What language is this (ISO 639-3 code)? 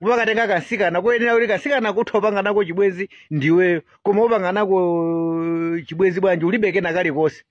nya